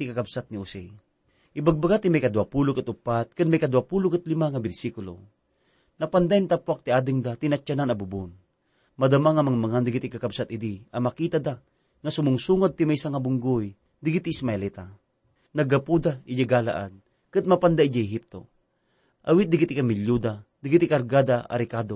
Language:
Iloko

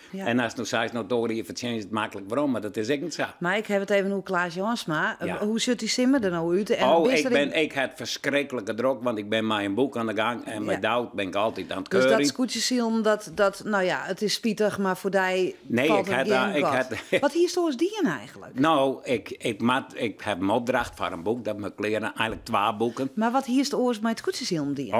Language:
Western Frisian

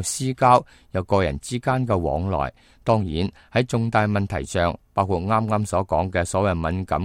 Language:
Cantonese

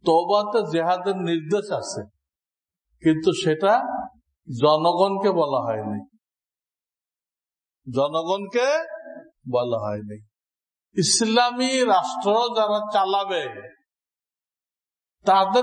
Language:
Bangla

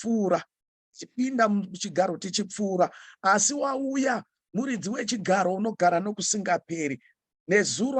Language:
Shona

